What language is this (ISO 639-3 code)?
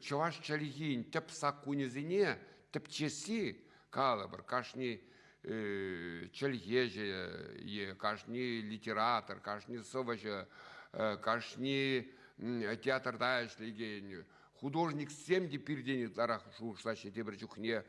chv